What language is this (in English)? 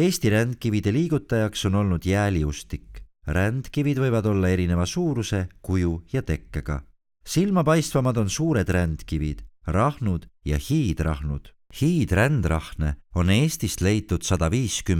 Estonian